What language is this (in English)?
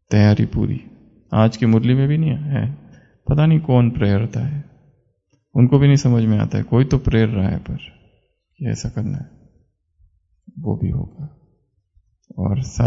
Hindi